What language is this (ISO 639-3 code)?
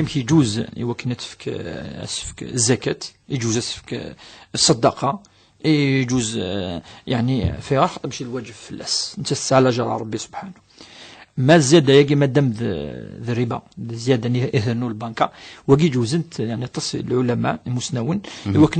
kab